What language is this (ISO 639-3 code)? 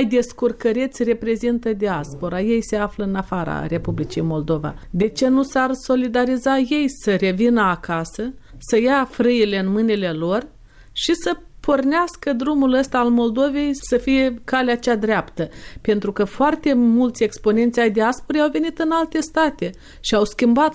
ron